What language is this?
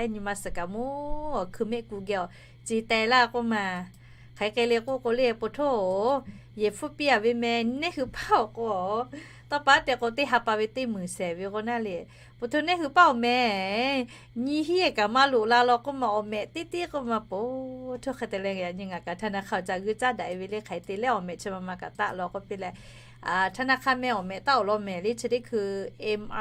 Lahu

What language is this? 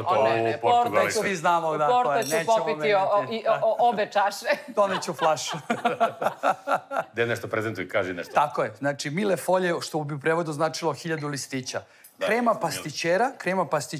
Serbian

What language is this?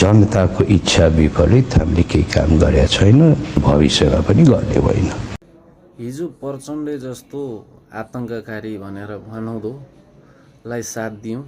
Nepali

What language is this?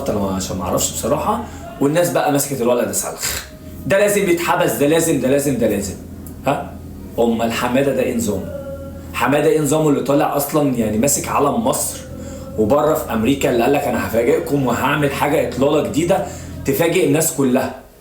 Egyptian Arabic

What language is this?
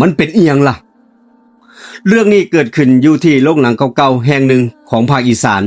Northeastern Thai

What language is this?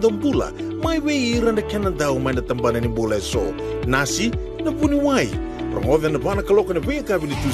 Fijian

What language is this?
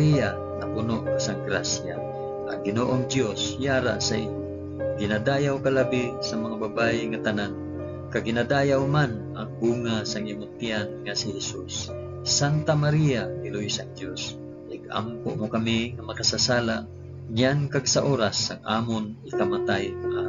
Hiligaynon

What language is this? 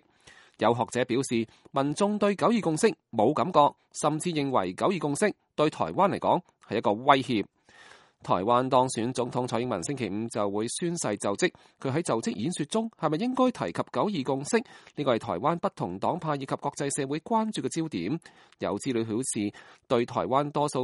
Cantonese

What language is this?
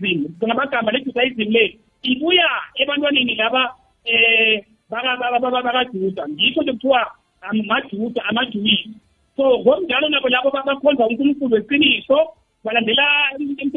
South Ndebele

